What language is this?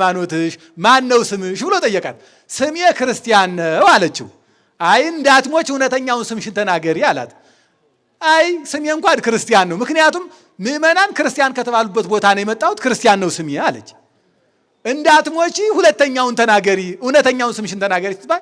Amharic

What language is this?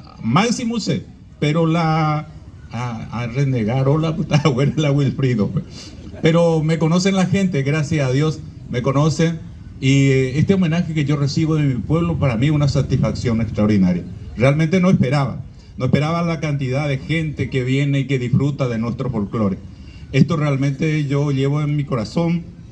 Guarani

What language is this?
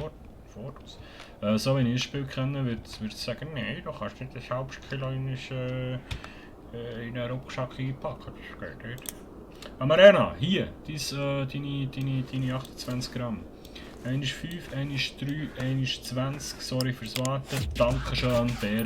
Swiss German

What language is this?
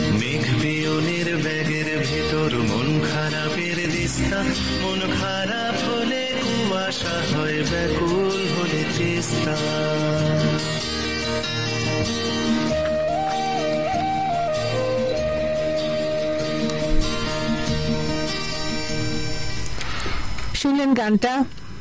Bangla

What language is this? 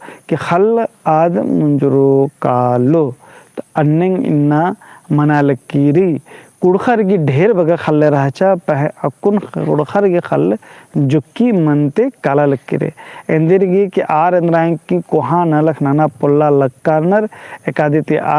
Kurukh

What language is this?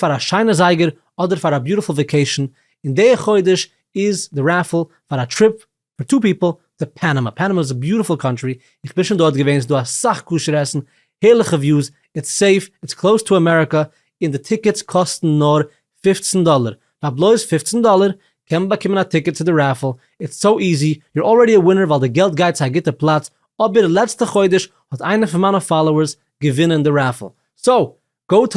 Yiddish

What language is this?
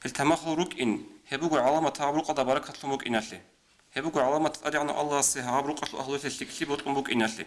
Avaric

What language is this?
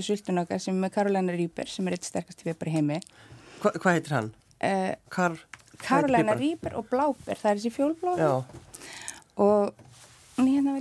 Icelandic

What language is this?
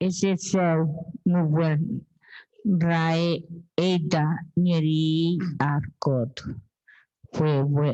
Chuukese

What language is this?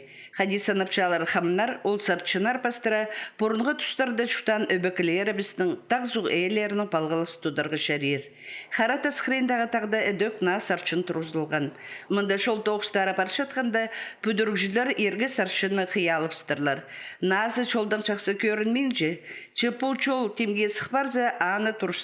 Khakas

